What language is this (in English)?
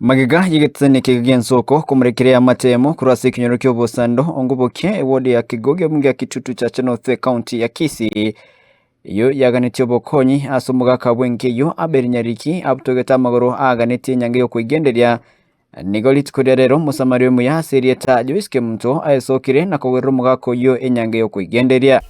Gusii